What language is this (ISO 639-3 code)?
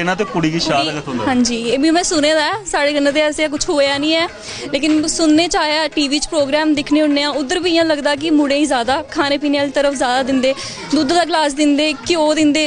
doi